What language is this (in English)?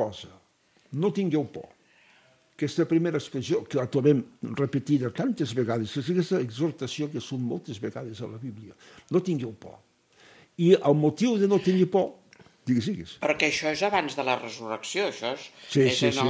Catalan